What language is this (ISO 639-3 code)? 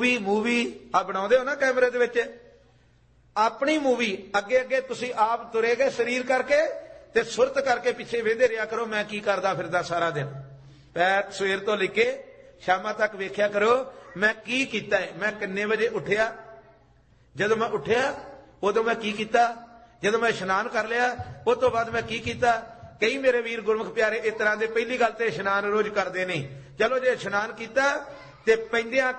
pan